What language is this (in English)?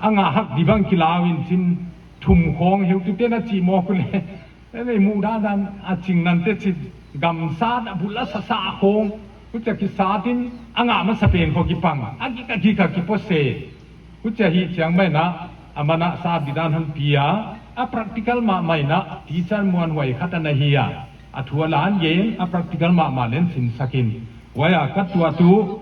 Paite Chin